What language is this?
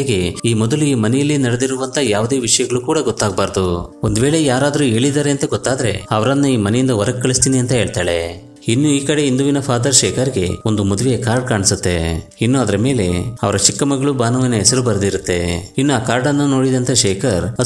Kannada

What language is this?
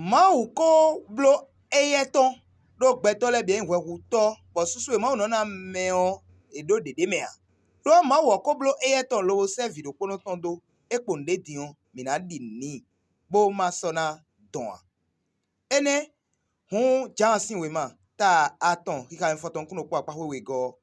Fon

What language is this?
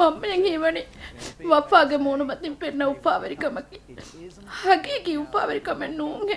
Divehi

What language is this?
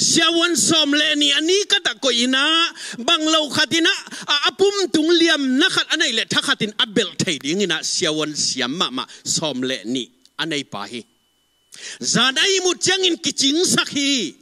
Tedim Chin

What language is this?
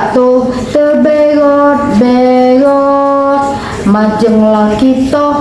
Musi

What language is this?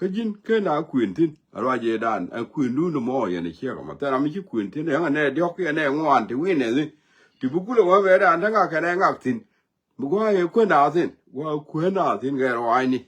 Nuer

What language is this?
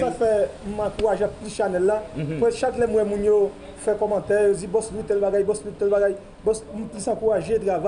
Haitian Creole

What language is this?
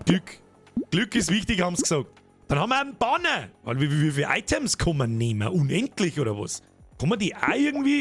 Bavarian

